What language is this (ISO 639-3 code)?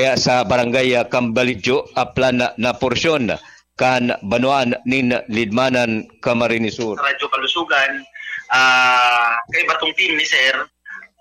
bik